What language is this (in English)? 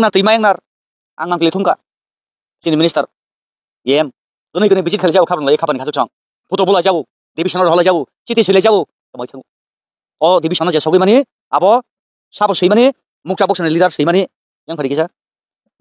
Kok Borok